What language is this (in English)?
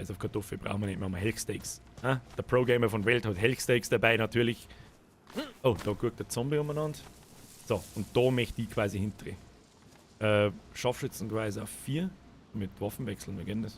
Bavarian